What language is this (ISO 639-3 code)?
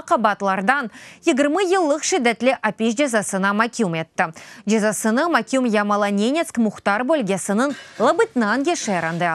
crh